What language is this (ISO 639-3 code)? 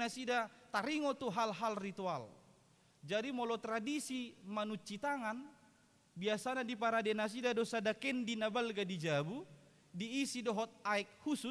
bbc